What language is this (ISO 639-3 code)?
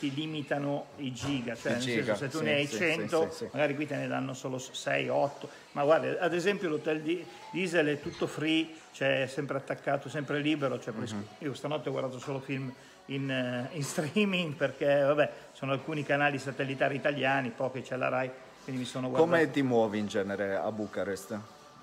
ita